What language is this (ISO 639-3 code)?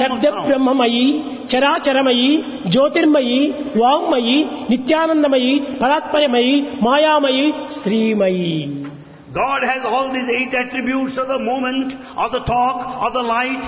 tel